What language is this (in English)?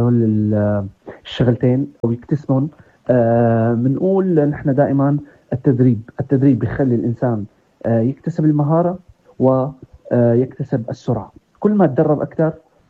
North Levantine Arabic